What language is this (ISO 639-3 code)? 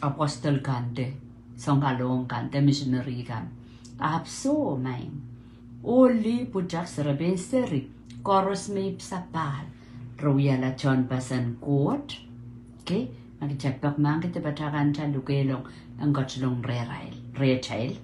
pon